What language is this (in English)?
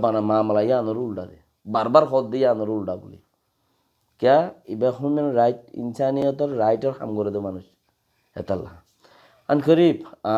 Rohingya